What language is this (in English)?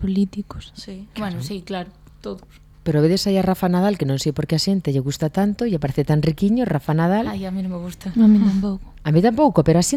Galician